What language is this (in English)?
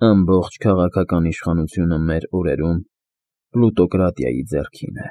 Armenian